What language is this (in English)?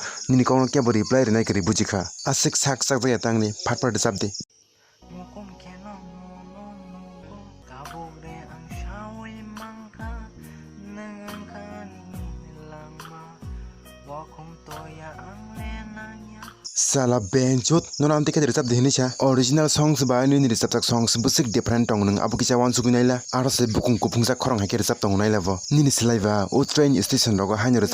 Kok Borok